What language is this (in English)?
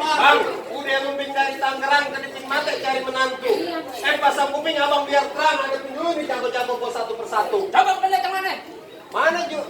Betawi